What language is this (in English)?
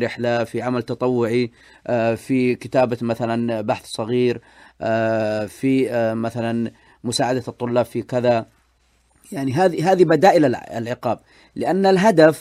Najdi Arabic